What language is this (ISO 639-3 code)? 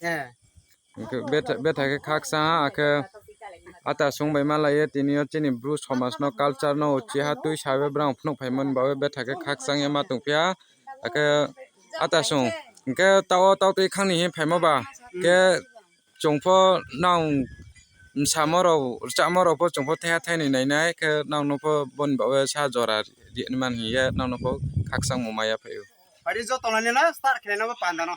ria